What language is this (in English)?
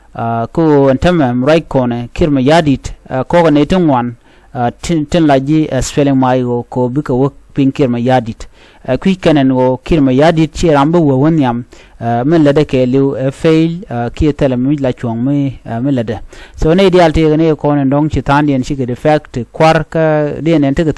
Nuer